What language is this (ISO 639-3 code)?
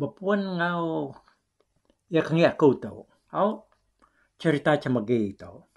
iba